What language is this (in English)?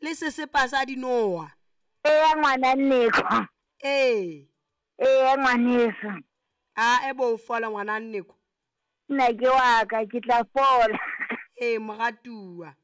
Southern Sotho